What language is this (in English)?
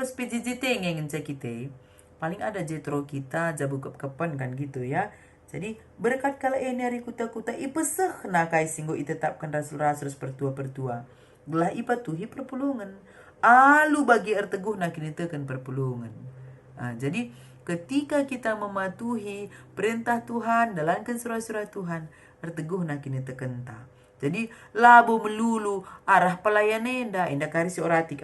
Batak Karo